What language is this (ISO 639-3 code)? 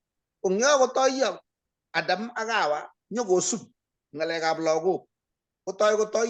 kln